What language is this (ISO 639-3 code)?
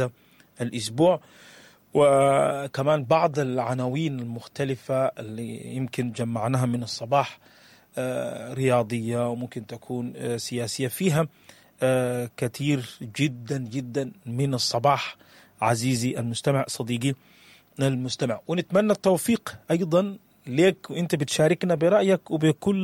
apd